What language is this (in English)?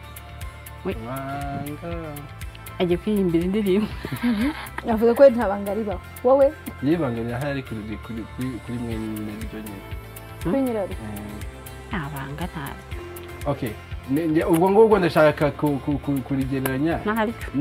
Kinyarwanda